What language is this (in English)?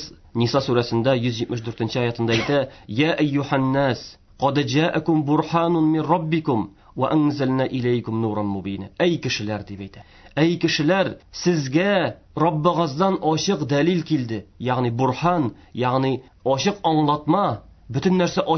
Tatar